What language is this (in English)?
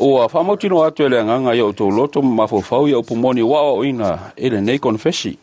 Samoan